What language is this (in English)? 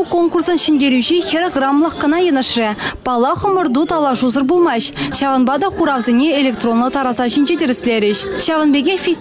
Chuvash